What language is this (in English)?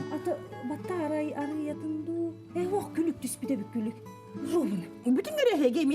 Yakut